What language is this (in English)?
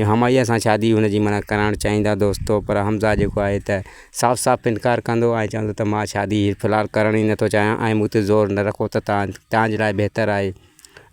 Sindhi